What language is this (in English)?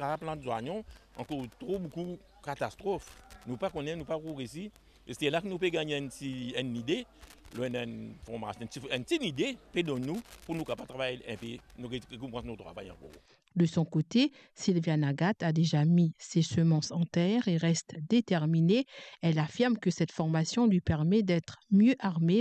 Morisyen